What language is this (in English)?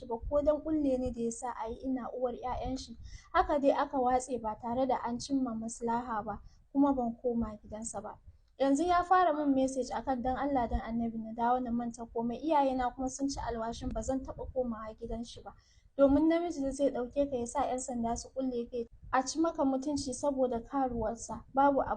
Hausa